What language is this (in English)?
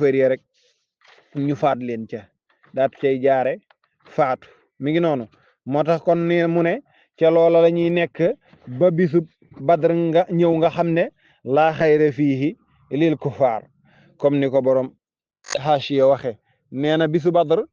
Wolof